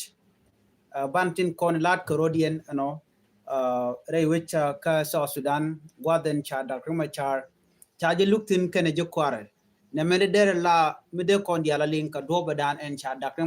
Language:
Nuer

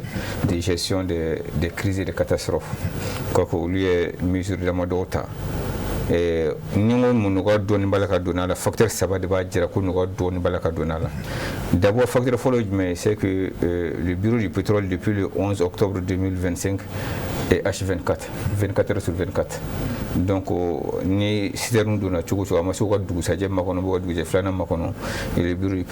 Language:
Bambara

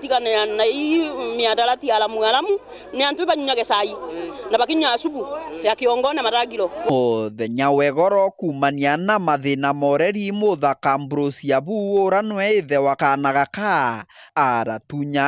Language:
Meru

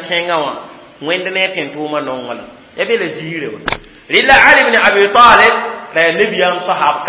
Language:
Mossi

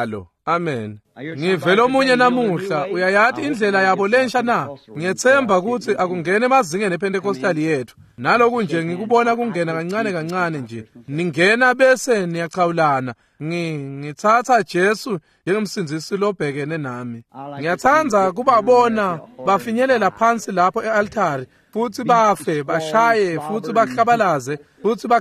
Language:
Swati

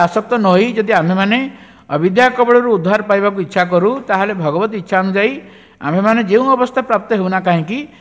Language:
Odia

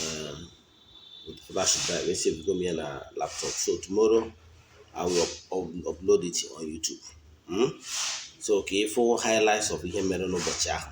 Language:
Igbo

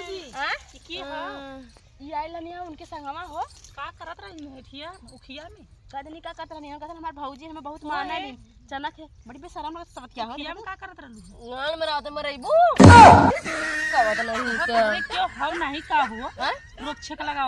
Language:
Bhojpuri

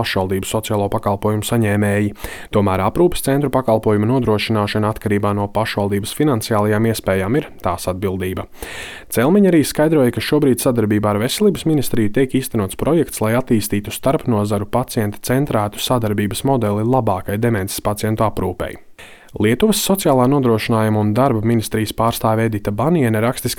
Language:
Latvian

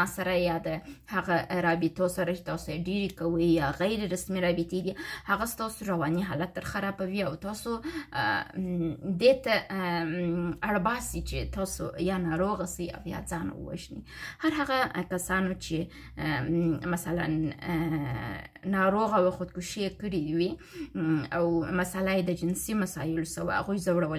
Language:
Pashto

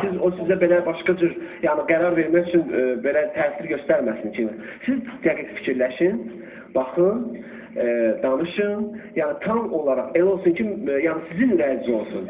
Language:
Azerbaijani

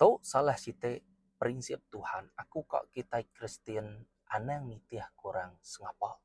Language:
Iban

